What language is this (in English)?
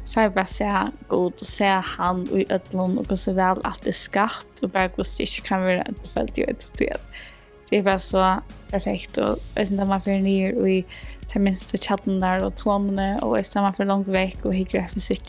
Faroese